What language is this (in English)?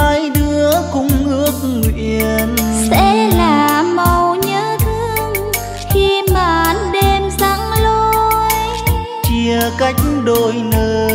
Vietnamese